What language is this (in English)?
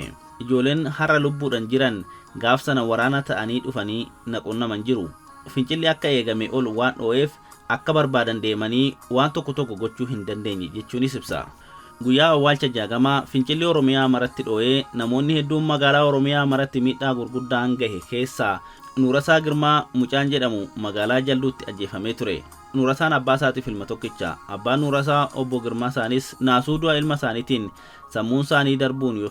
Oromo